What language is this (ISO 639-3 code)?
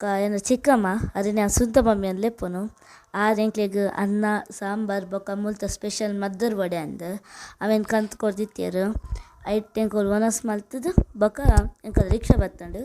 tcy